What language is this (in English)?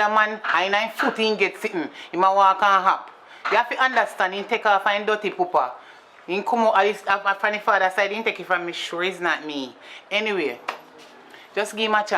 Jamaican Creole English